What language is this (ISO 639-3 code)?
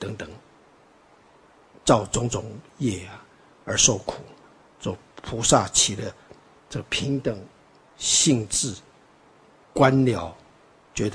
zho